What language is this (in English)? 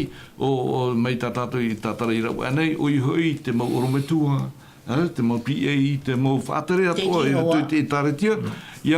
Tahitian